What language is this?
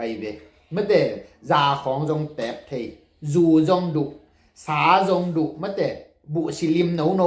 Tedim Chin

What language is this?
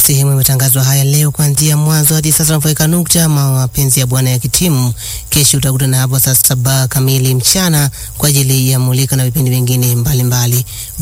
Swahili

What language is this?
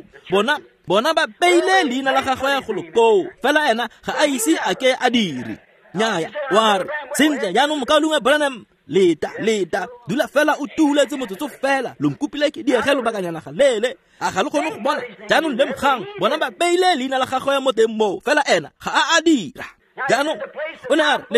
Tswana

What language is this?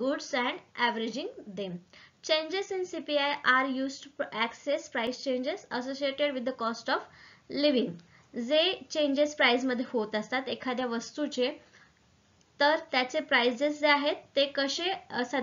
Marathi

